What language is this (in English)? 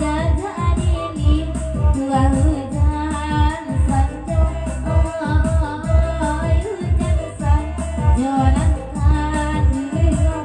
Minangkabau